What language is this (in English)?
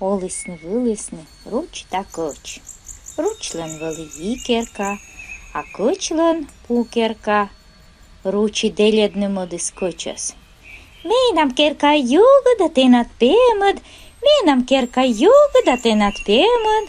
Komi